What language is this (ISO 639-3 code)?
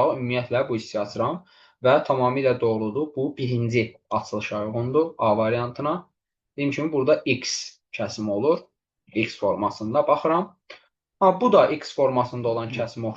aze